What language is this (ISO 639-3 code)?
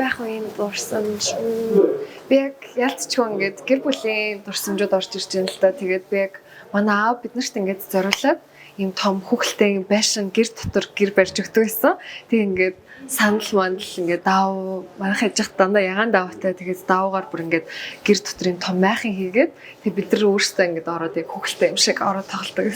mon